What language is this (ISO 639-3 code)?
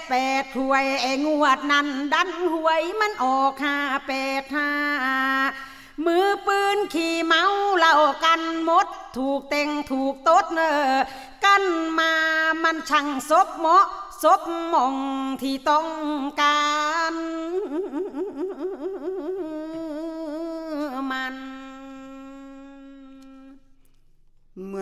tha